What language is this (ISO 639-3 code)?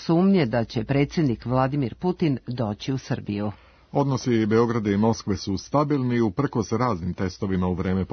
srp